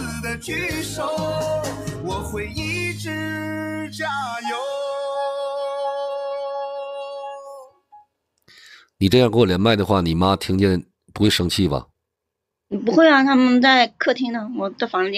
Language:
Chinese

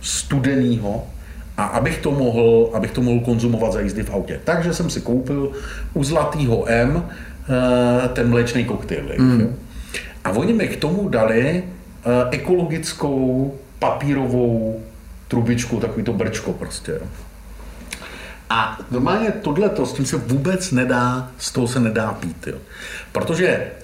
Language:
Czech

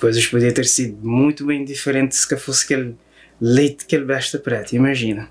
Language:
Kabuverdianu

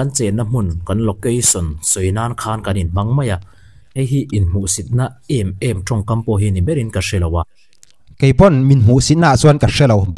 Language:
Mizo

